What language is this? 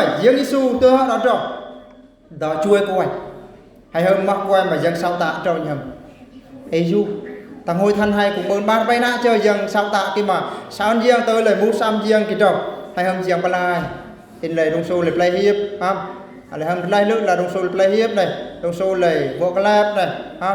Eastern Bru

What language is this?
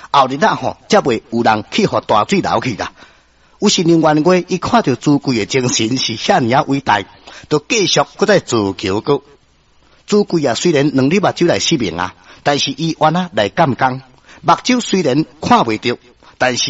Min Nan Chinese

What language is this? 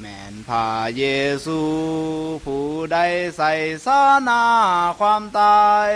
Lao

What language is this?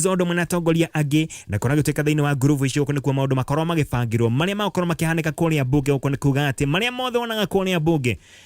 Kikuyu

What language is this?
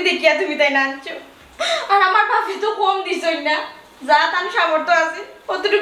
Sylheti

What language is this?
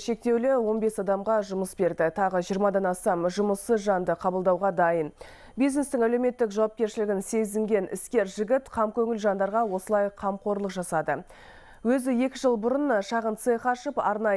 Kazakh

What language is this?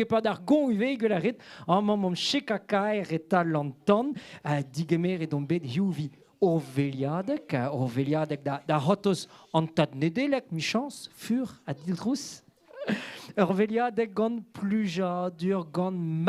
Breton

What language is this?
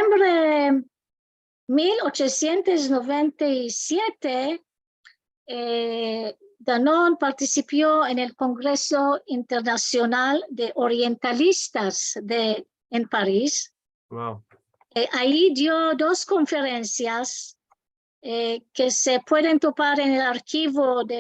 Ladino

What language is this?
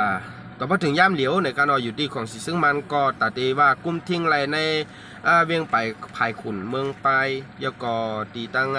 Shan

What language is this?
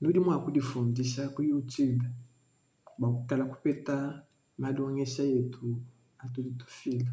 Luba-Lulua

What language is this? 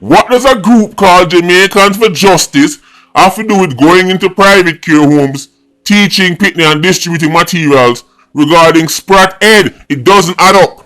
Jamaican Creole English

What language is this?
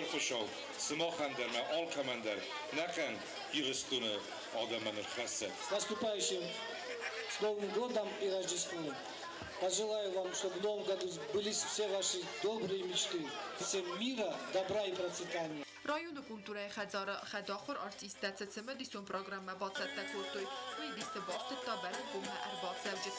Ossetic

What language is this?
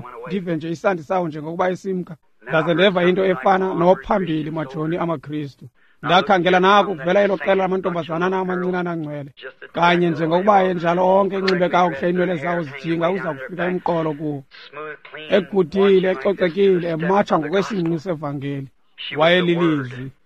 Xhosa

